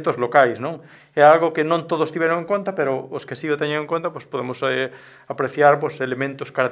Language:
Galician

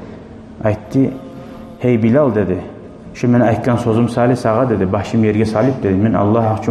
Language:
Kumyk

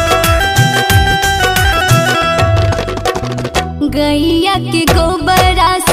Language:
Bhojpuri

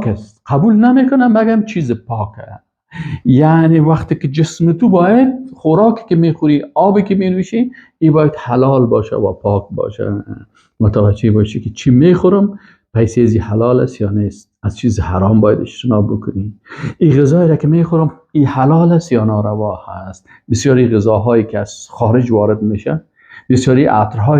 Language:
Persian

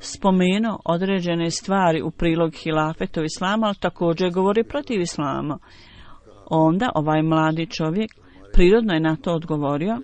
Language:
Bosnian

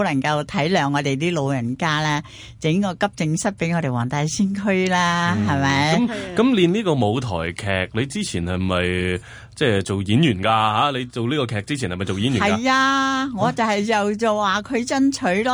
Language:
Cantonese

